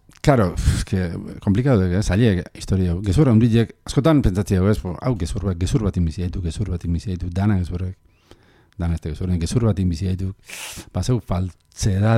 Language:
Basque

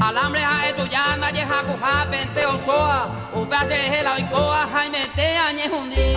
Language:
Guarani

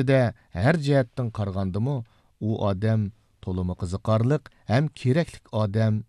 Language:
Uyghur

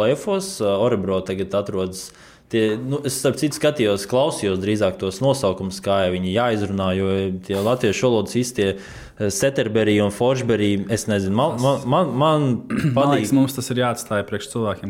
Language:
Latvian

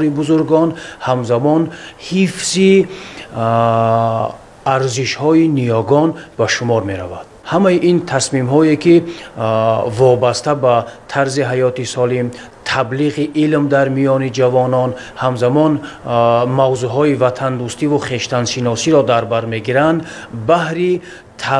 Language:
Tajik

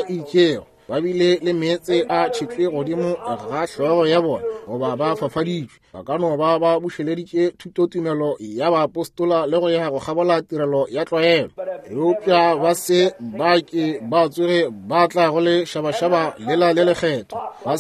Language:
Northern Sotho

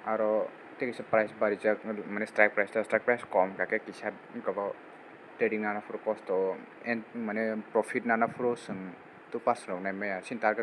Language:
Kok Borok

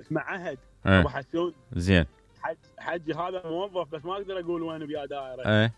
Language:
Mesopotamian Arabic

